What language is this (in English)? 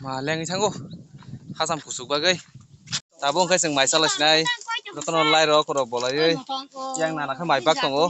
Kok Borok